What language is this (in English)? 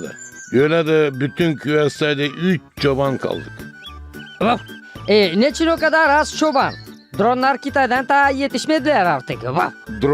Gagauz